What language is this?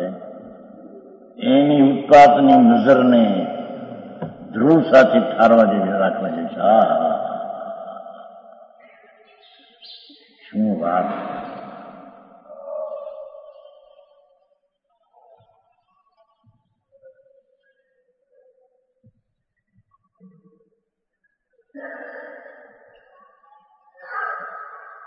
Gujarati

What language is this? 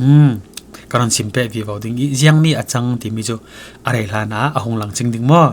Falam Chin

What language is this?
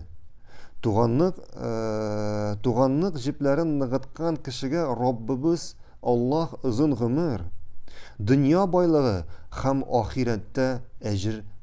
Tatar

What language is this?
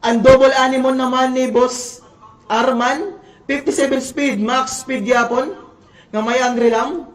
Waray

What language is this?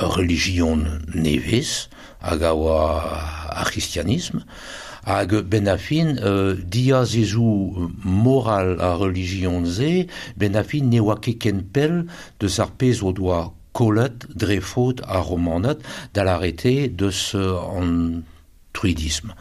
Breton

